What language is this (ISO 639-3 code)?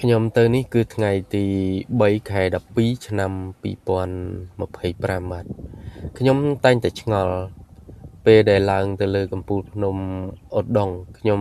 khm